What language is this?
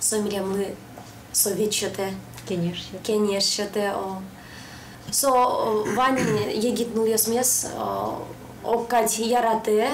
Udmurt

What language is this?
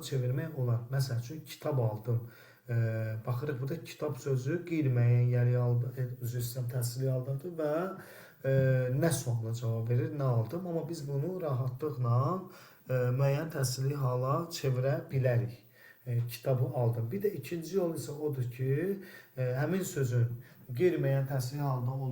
Azerbaijani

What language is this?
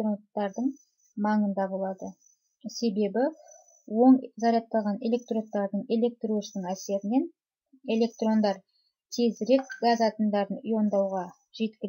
Kazakh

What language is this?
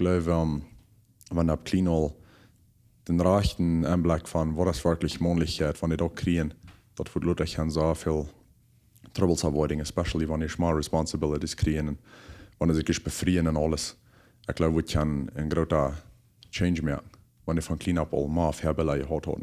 Plautdietsch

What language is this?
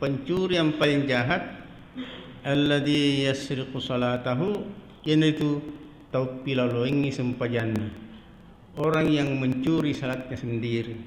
Buginese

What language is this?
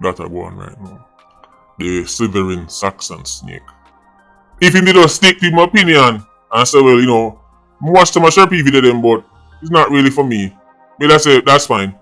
Jamaican Creole English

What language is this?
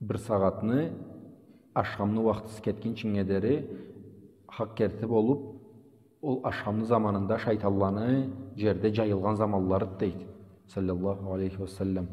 Karachay-Balkar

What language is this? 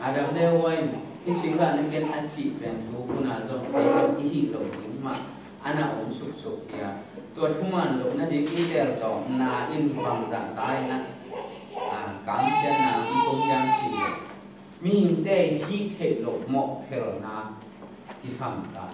Tedim Chin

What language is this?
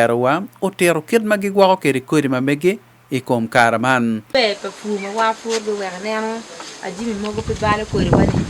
Acoli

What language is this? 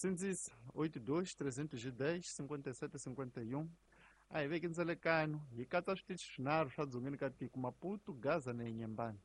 Tsonga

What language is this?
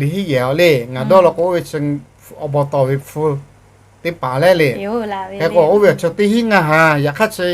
Lahu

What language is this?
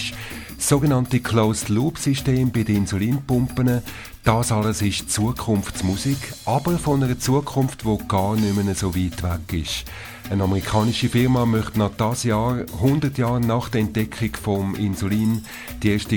German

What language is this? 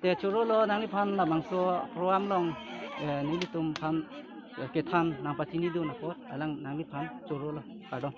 Karbi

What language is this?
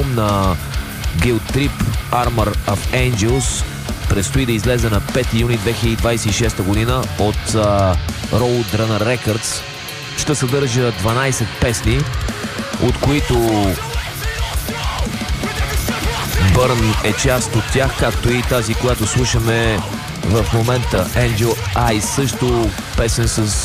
Bulgarian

